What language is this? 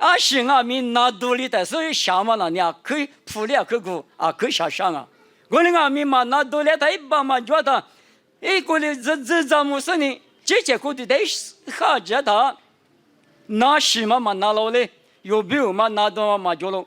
Lisu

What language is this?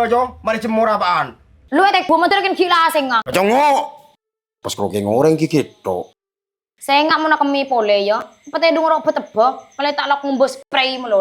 Madurese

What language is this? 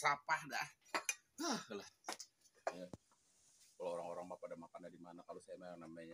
Betawi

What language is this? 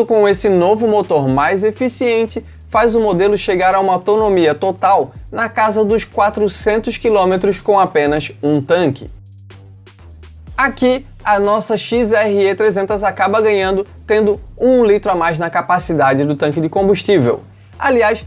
Portuguese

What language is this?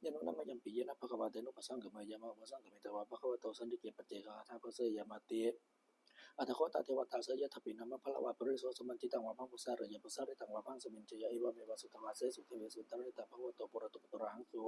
Pali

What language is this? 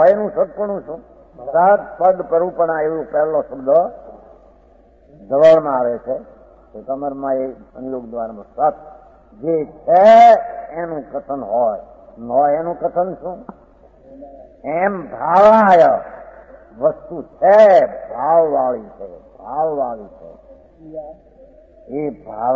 Gujarati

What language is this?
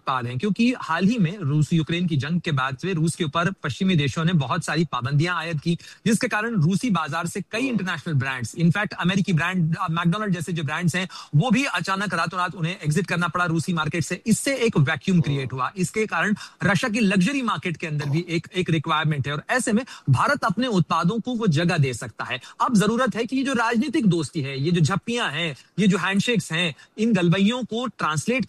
Hindi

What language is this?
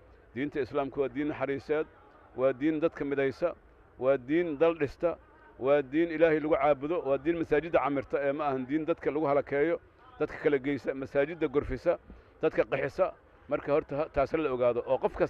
Somali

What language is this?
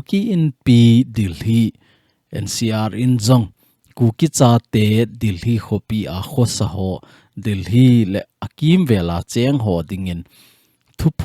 Thado Chin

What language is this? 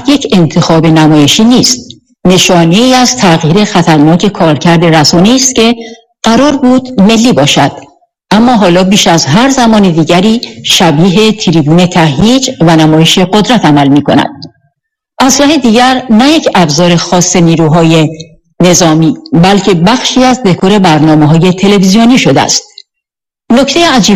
Persian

